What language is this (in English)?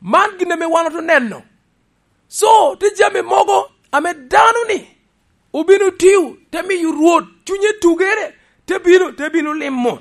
Lango (Uganda)